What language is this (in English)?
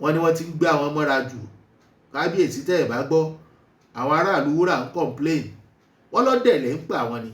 Yoruba